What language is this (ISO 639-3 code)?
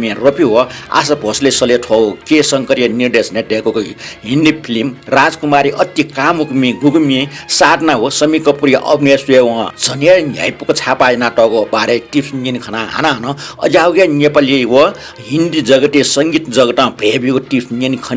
new